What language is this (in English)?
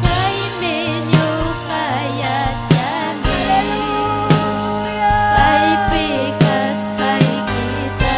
Ayacucho Quechua